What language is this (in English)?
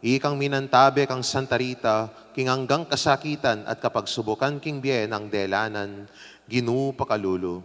Pampanga